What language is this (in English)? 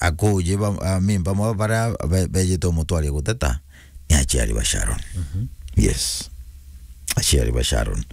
Meru